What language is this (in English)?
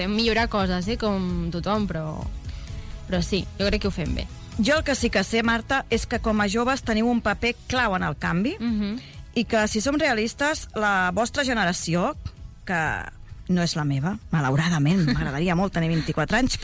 Catalan